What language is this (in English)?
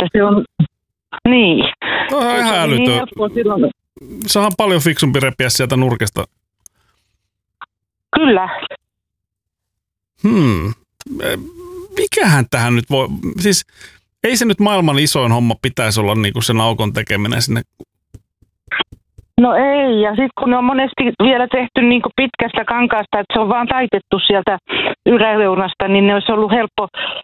Finnish